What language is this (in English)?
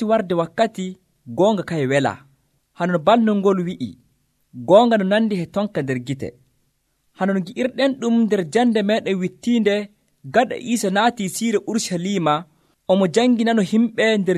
Nigerian Fulfulde